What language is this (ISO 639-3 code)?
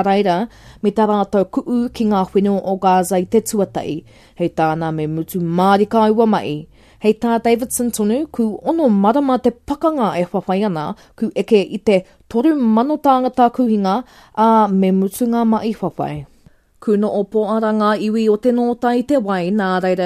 mri